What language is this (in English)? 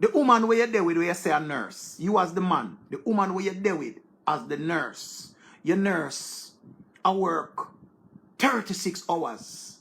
Jamaican Creole English